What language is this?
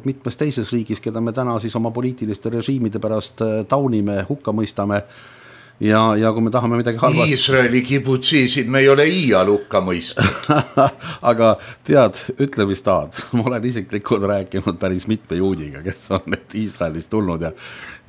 Estonian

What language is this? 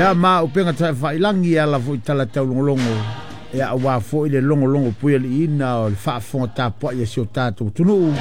Samoan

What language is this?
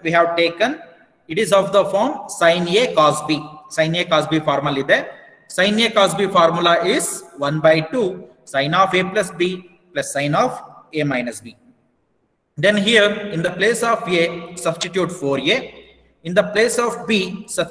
Kannada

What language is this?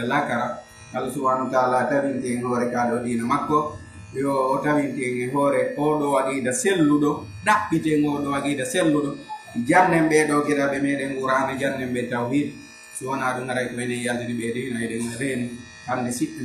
Fula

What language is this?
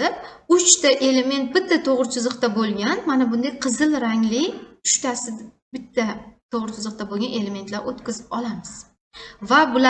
Uzbek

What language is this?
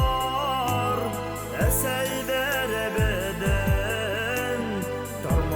Bashkir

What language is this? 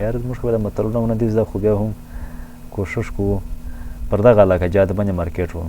Pashto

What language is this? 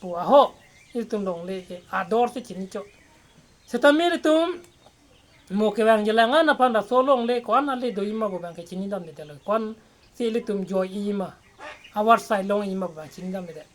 Karbi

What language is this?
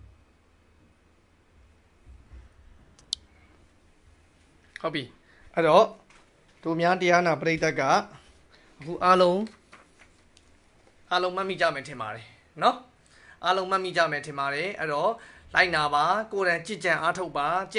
Burmese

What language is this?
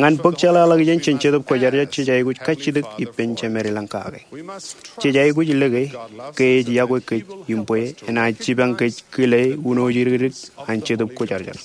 Marshallese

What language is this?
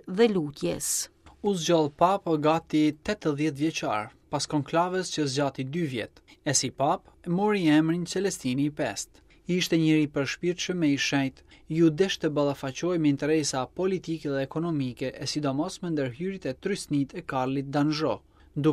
Albanian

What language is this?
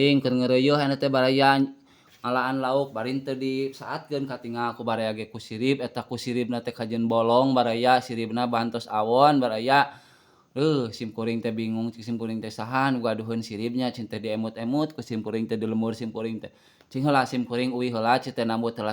Sundanese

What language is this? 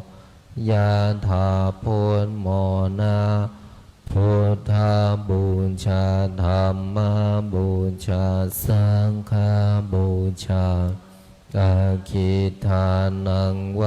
Pali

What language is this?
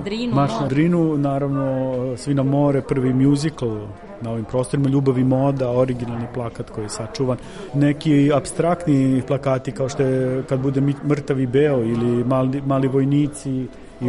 Serbian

